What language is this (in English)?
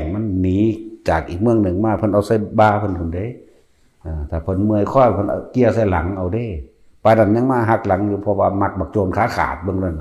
Northeastern Thai